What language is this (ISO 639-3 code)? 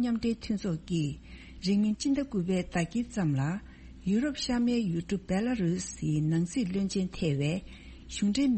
bod